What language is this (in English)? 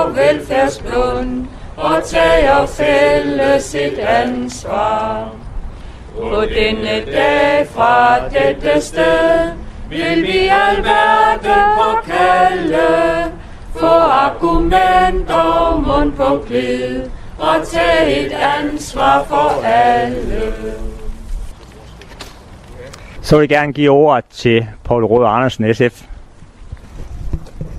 Danish